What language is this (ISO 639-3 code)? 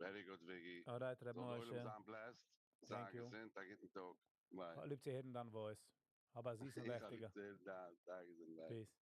yid